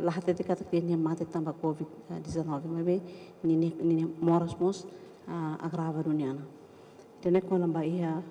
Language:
Tetum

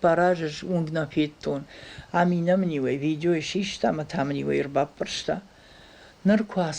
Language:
Ossetic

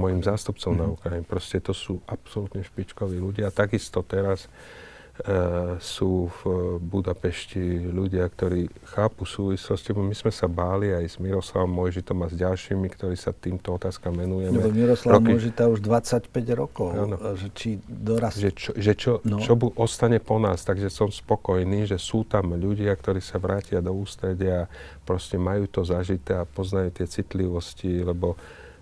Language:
Slovak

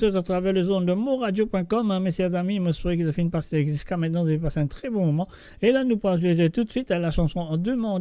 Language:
Morisyen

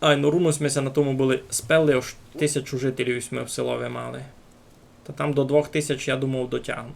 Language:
Rusyn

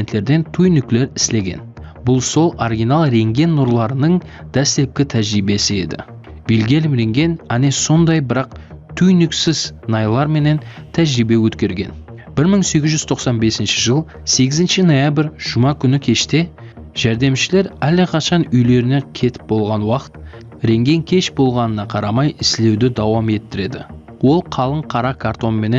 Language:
Kara-Kalpak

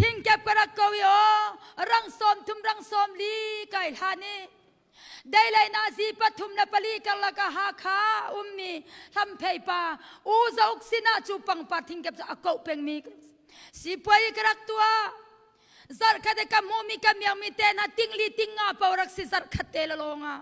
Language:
Hakha Chin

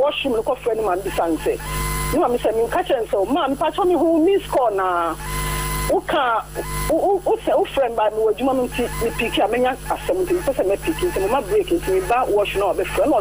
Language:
Akan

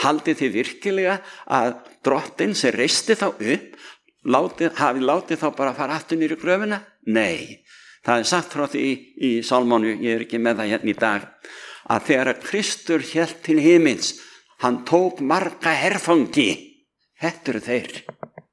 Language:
Icelandic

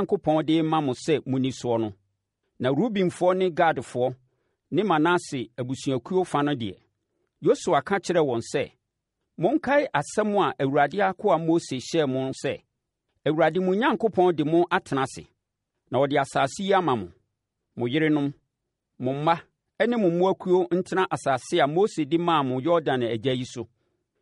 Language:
Akan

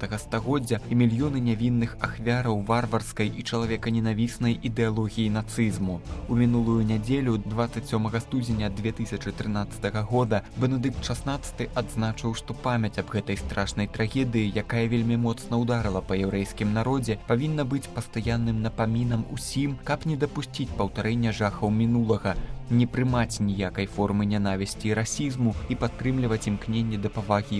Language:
Belarusian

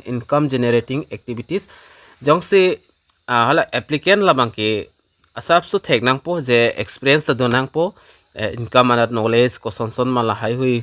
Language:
Karbi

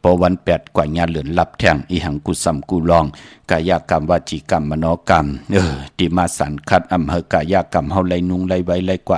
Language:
Shan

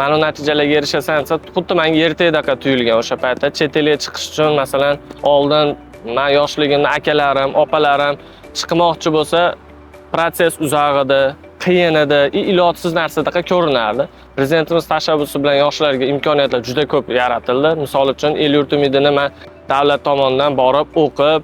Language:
Uzbek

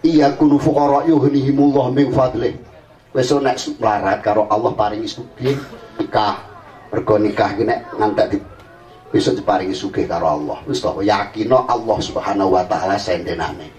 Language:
Javanese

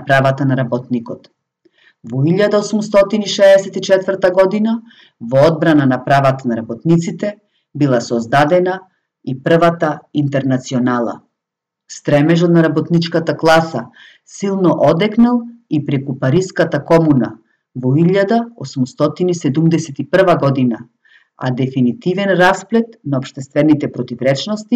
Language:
Macedonian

